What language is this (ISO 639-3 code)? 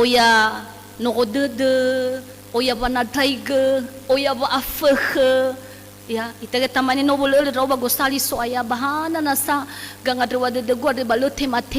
nia